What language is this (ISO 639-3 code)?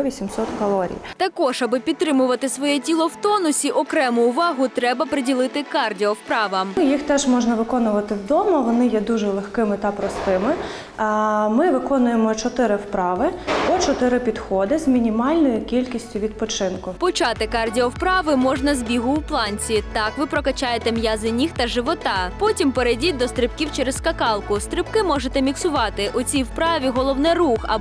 ukr